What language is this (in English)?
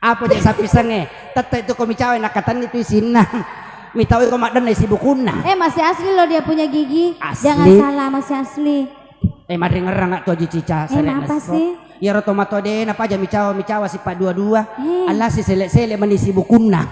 Buginese